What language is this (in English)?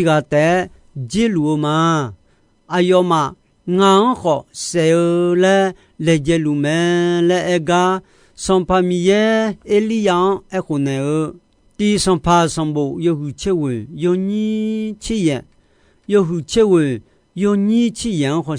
Akha